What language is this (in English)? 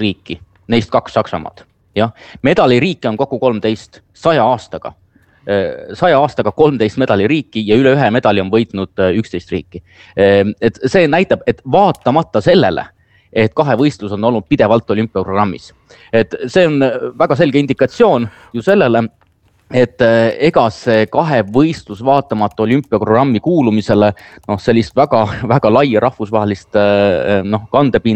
Estonian